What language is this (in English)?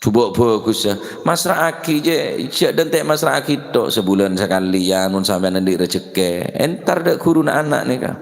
Madurese